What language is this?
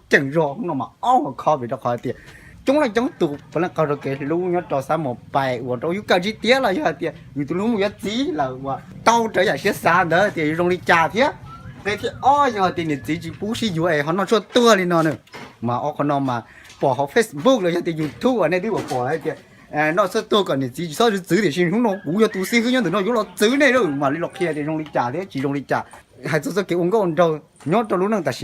Hmong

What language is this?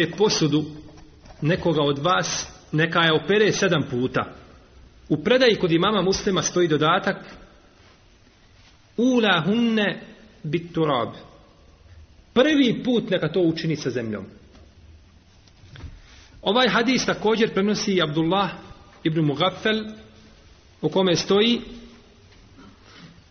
Bosnian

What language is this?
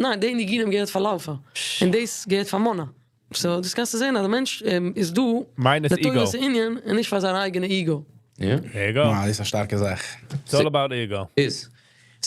Yiddish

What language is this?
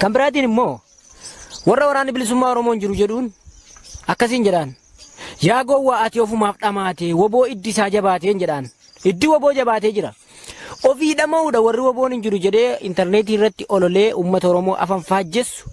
Oromo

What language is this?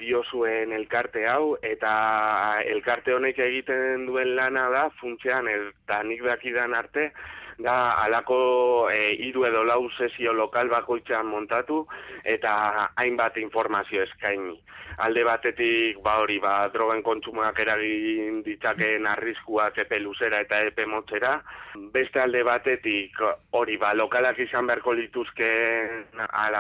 Basque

